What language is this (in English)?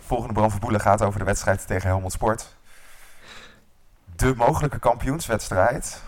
Dutch